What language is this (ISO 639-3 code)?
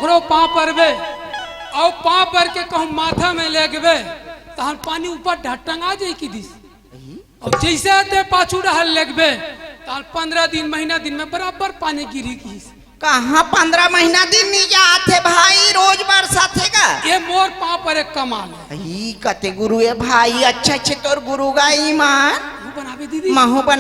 hne